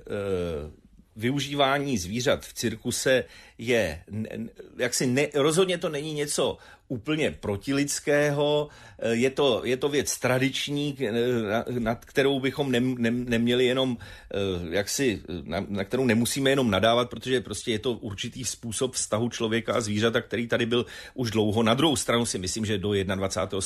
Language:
Czech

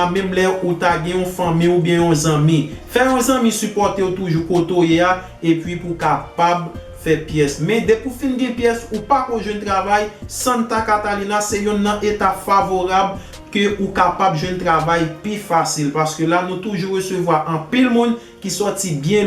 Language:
Haitian Creole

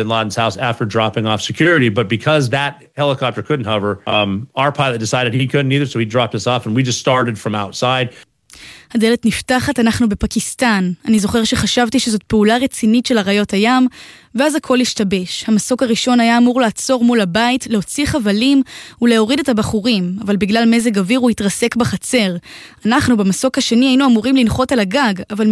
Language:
Hebrew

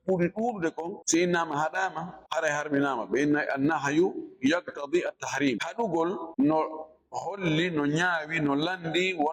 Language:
Fula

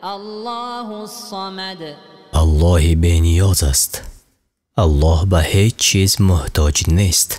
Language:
Tajik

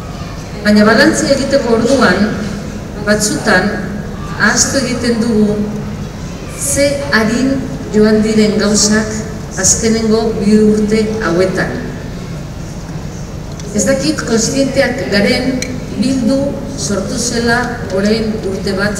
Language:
Basque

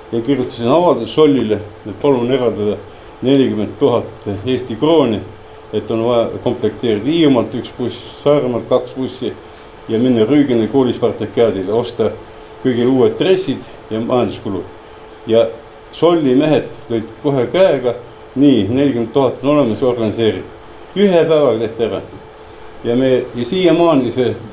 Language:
Estonian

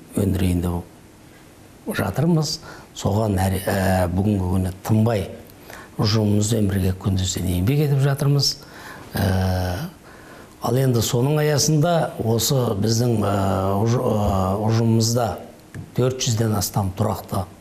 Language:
Kazakh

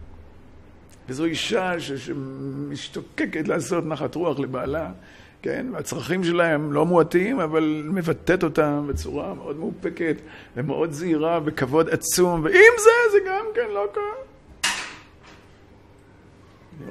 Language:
Hebrew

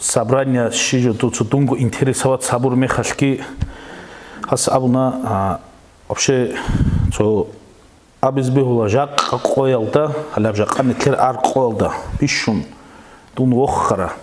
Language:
Avaric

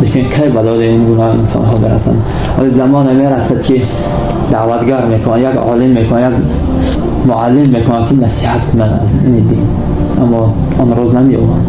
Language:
Tajik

